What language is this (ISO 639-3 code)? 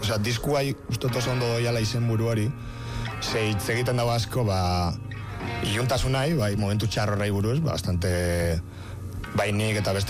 eus